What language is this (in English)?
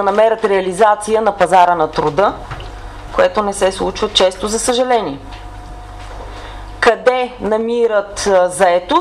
Bulgarian